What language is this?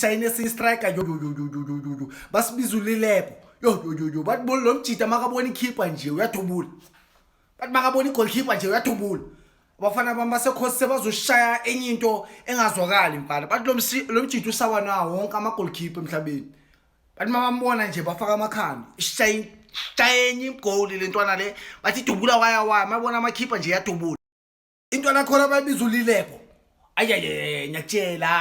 Zulu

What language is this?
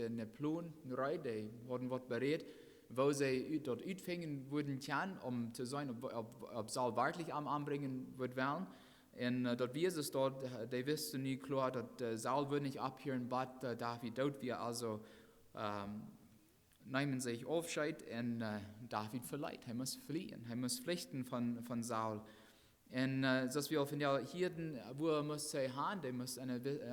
Plautdietsch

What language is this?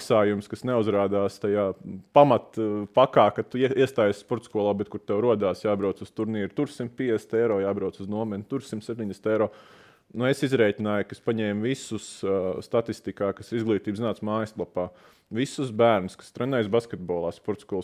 Latvian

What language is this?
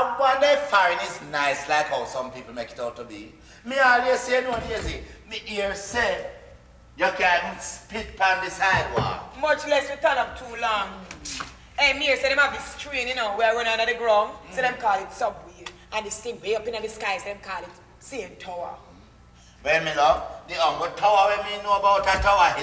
Jamaican Creole English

